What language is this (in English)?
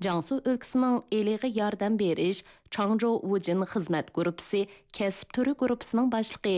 Uyghur